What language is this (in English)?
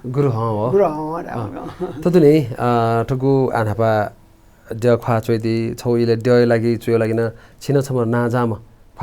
Newari